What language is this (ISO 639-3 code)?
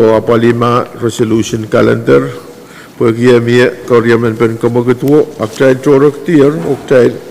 pon